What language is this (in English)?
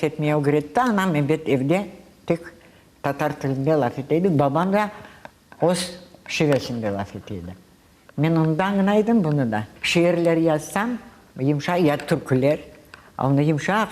Crimean Tatar